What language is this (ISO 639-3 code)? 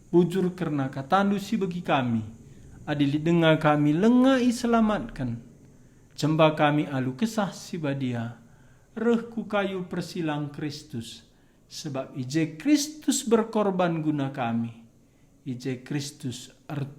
btx